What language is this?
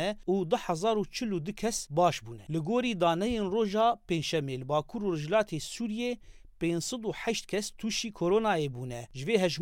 Kurdish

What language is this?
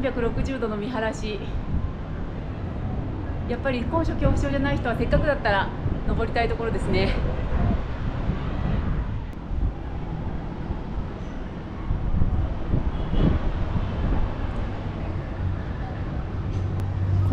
Japanese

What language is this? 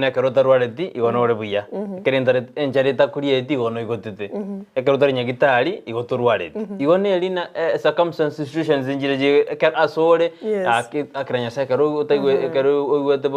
Gusii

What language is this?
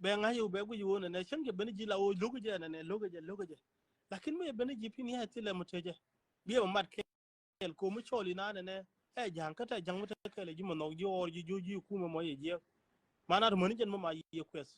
Nuer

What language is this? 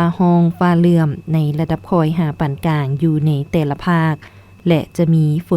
Lao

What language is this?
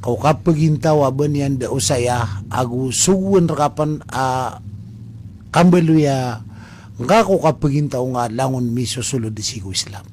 Maranao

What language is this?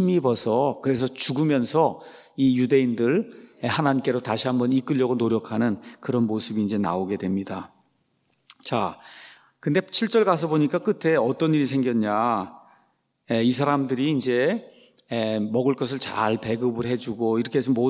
Korean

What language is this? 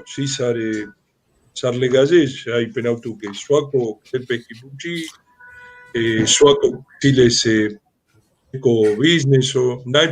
Romany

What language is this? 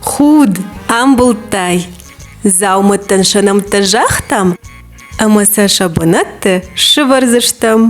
Ossetic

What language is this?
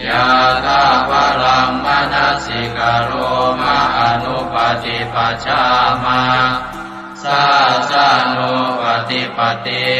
Pali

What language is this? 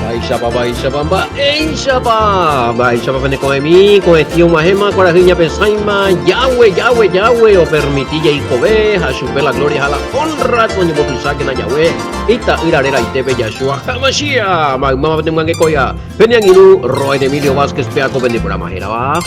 Guarani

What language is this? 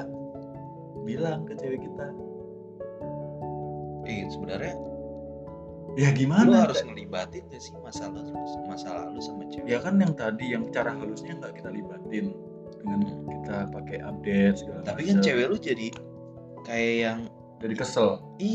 Indonesian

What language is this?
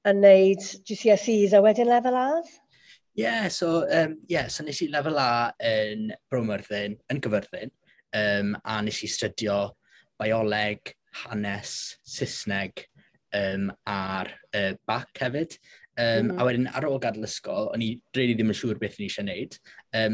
Welsh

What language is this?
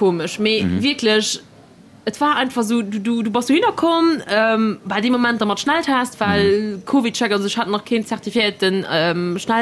Luxembourgish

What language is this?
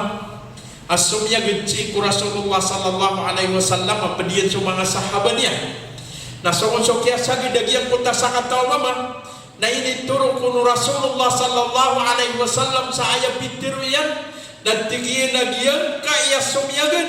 Maranao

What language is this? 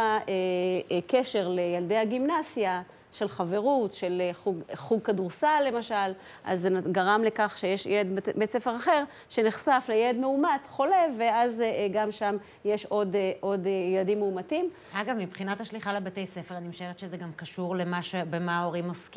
Hebrew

